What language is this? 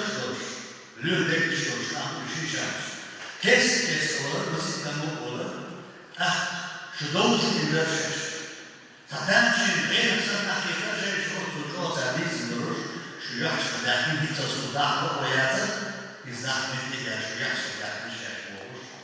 Chechen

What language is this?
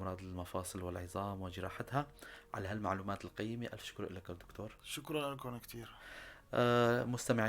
North Levantine Arabic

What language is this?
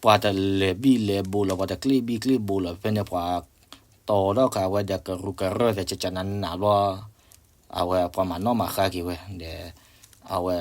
S'gaw Karen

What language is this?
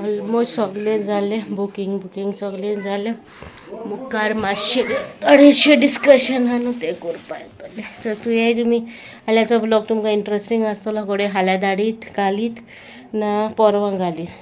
Konkani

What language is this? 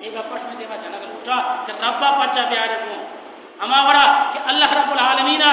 Baluchi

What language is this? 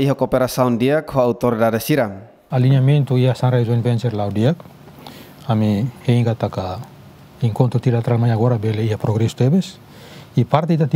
Tetum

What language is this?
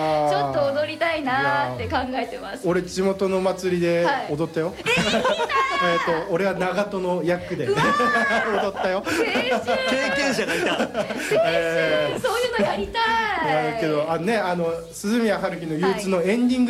Japanese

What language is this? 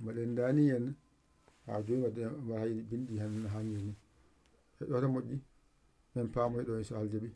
Fula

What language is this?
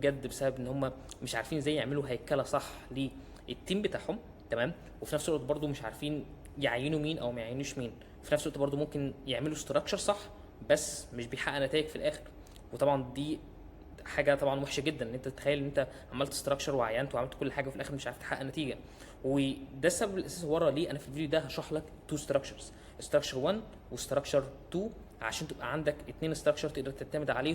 Egyptian Arabic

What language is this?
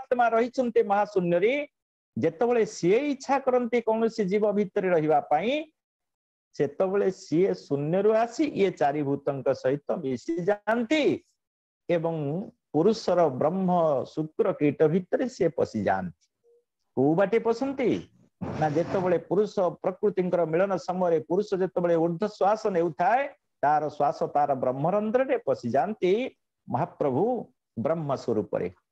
Odia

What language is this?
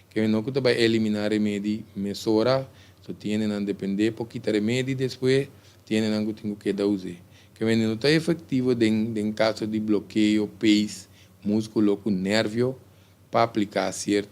Papiamento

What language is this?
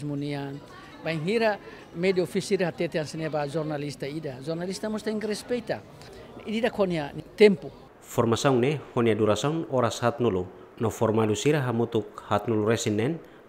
Tetum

